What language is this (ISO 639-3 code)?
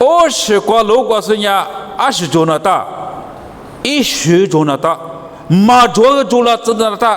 lis